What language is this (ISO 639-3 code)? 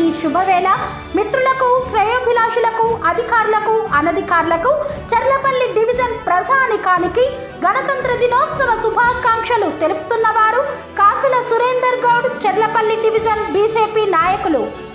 tel